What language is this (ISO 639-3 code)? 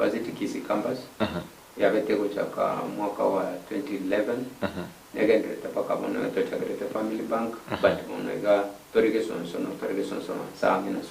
guz